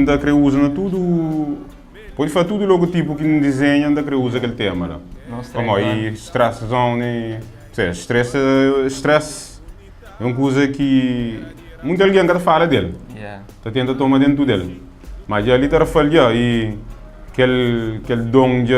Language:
Kabuverdianu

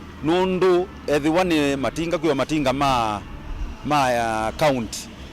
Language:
Kamba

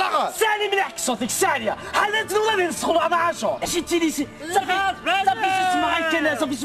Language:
Kabyle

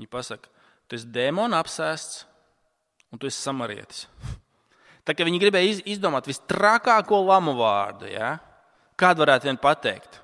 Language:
Latvian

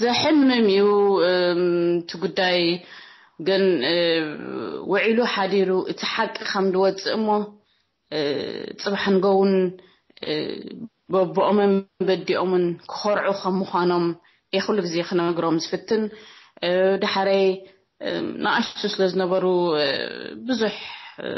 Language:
Tigrinya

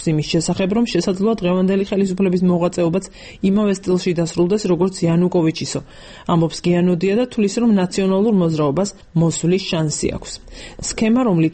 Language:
Georgian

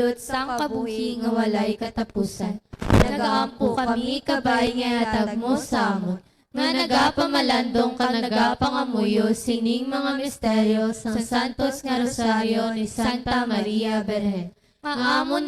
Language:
Hiligaynon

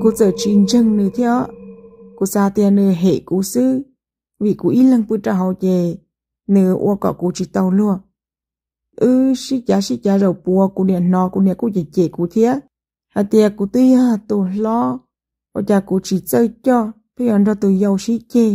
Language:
Hmong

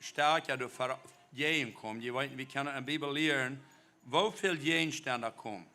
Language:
Plautdietsch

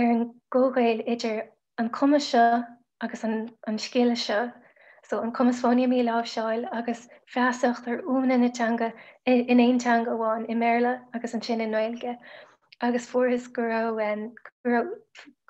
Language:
Irish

